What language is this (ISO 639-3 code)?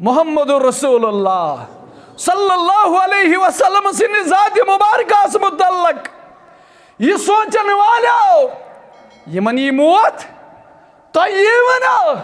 kas